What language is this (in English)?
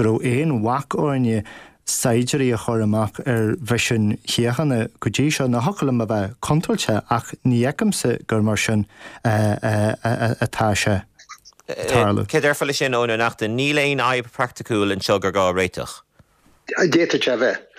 Irish